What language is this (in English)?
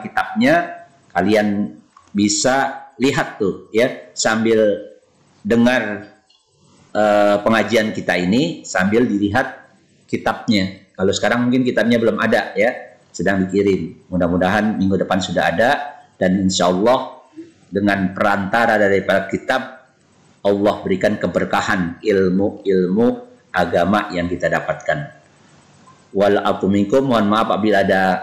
Indonesian